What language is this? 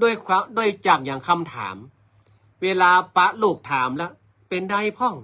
Northern Thai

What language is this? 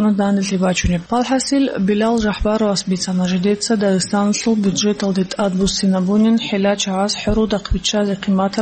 Avaric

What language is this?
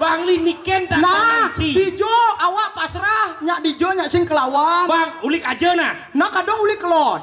Balinese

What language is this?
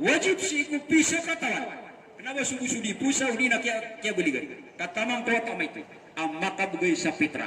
Maranao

